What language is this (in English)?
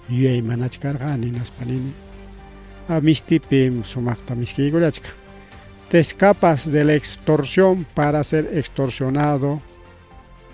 Ayacucho Quechua